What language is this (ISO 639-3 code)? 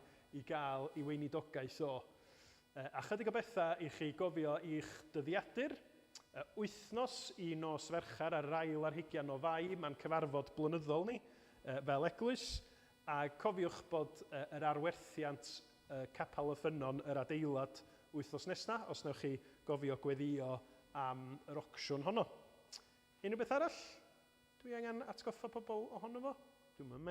cym